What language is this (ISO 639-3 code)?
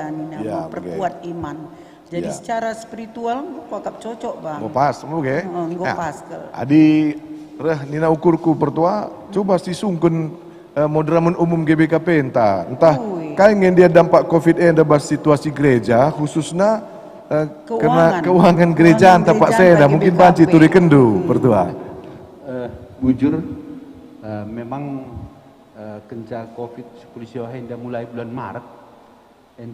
btx